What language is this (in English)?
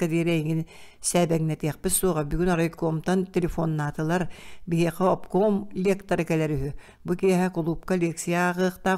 Yakut